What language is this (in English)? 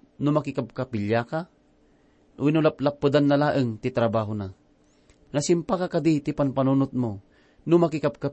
Iloko